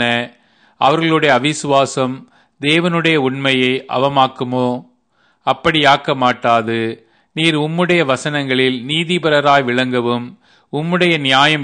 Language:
Tamil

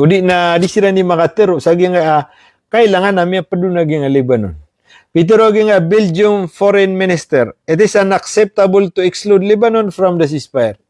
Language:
Maranao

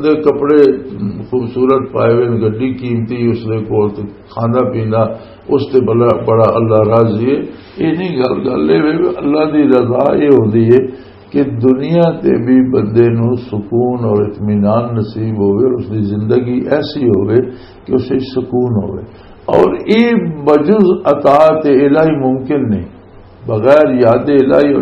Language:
Western Panjabi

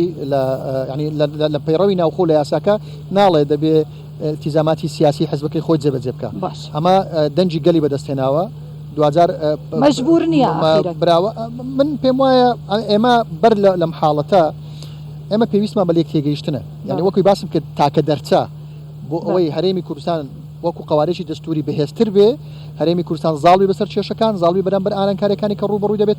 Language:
Central Kurdish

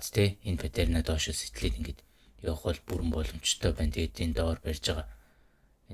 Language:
Mongolian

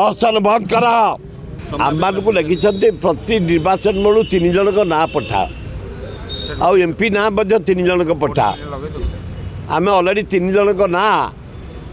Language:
Odia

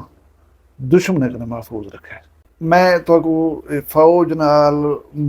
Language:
Saraiki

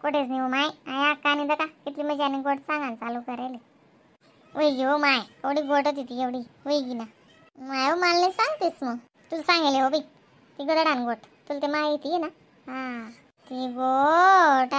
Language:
Khandesi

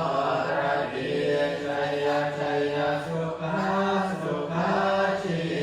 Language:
Pali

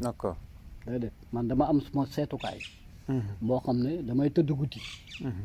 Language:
Wolof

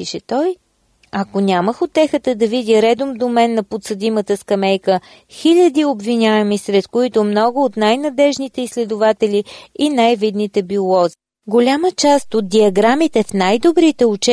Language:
Bulgarian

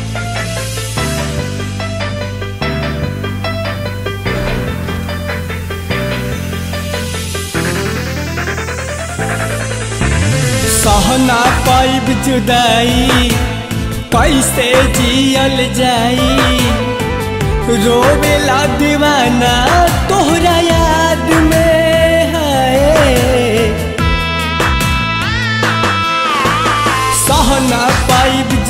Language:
Bhojpuri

